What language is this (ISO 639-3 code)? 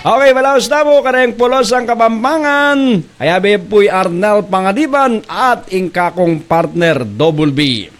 pam